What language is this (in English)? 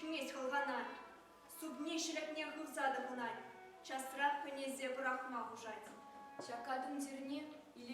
Chuvash